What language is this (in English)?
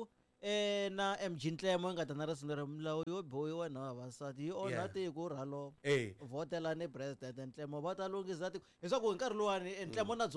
Tsonga